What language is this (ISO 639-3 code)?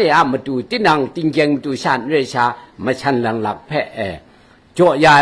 kac